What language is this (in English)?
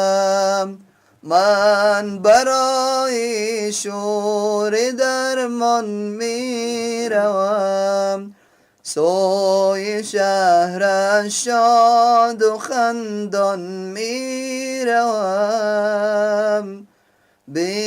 Persian